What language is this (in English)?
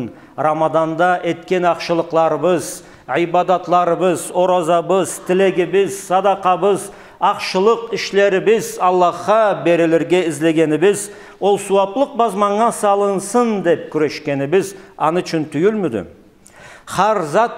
Karachay-Balkar